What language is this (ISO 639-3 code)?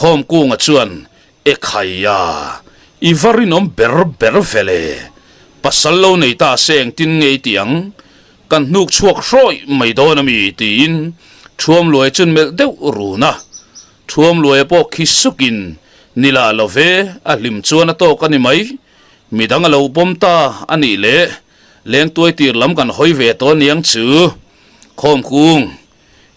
lus